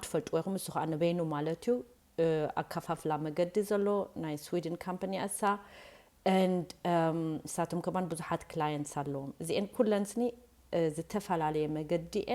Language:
Tigrinya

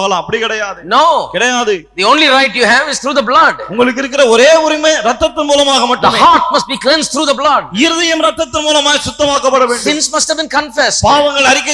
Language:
Tamil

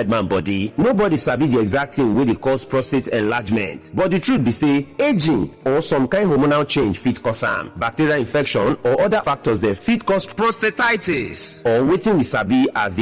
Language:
Nigerian Pidgin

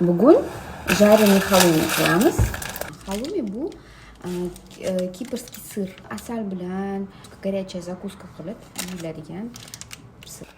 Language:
Uzbek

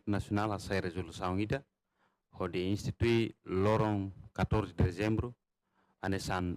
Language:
Tetum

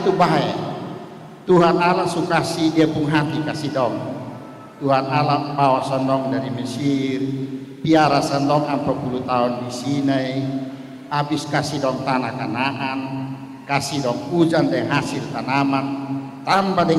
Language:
Kupang Malay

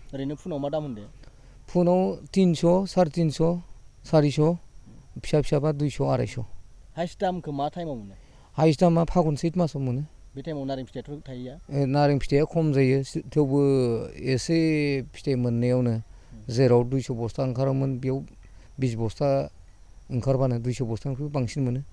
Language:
Bodo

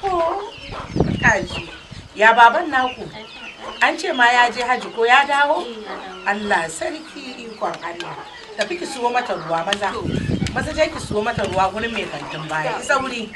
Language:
Hausa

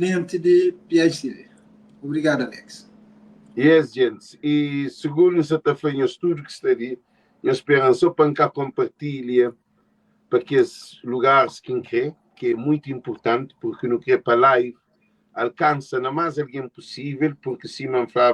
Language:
Kabuverdianu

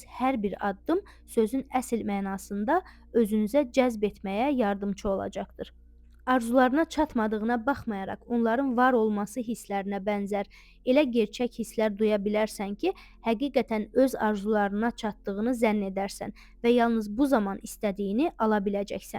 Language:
Azerbaijani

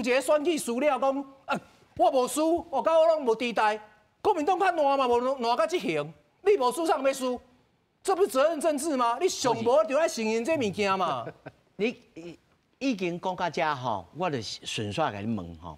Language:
Min Nan Chinese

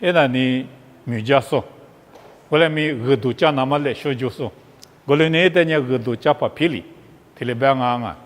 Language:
Lisu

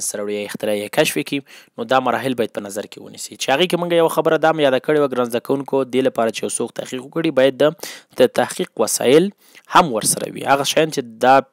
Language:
Pashto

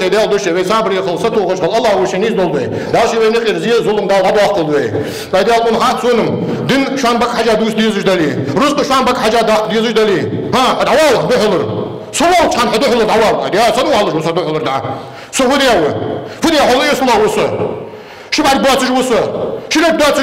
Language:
Ingush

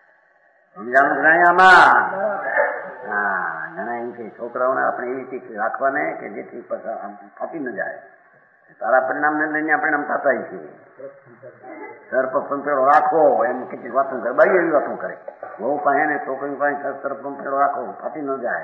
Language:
Gujarati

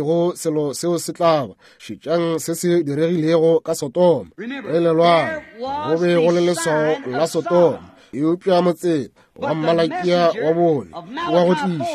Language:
Northern Sotho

